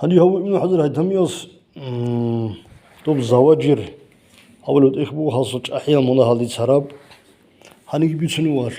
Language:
Avaric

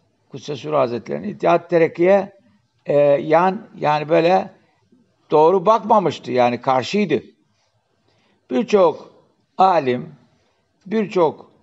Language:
Turkish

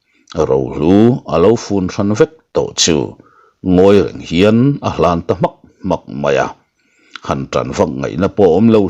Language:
Mizo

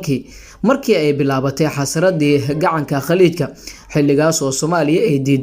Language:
Somali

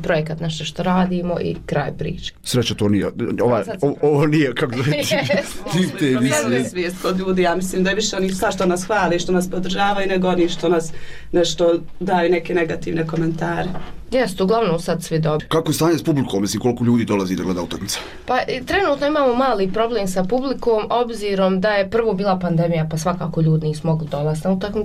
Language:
Bosnian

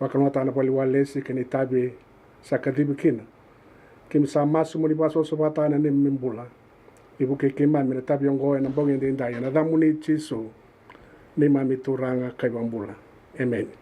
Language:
Fijian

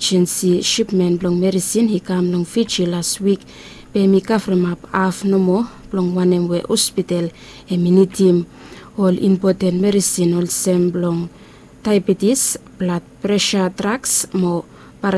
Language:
Bislama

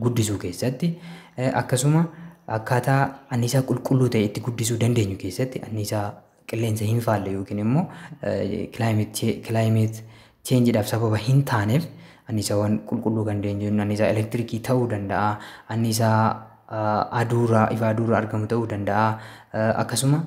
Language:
Oromo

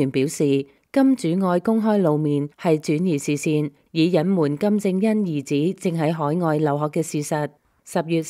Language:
Cantonese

